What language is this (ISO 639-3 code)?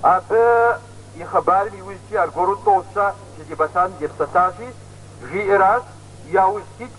kbd